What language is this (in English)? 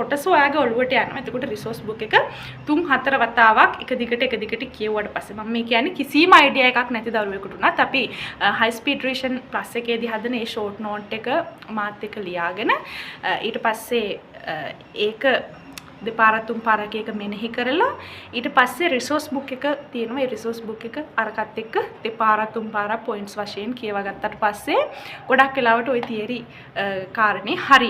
Sinhala